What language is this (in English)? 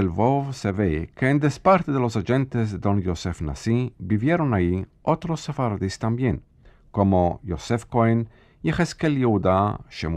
Ladino